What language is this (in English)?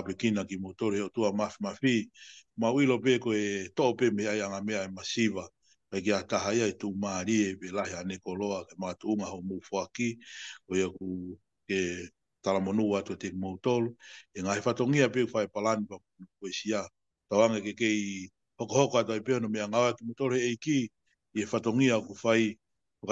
Tongan